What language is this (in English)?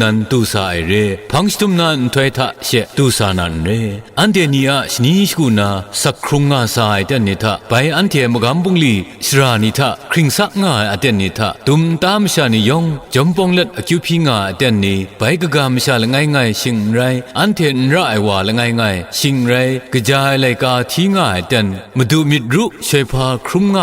Kachin